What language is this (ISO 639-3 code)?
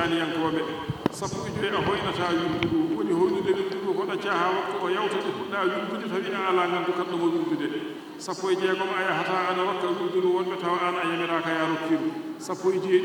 ful